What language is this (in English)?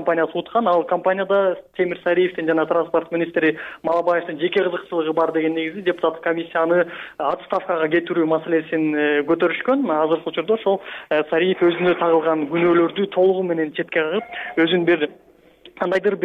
Kyrgyz